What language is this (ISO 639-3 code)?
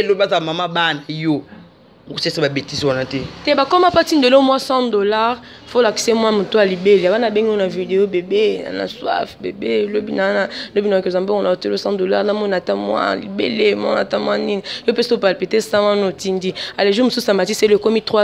lin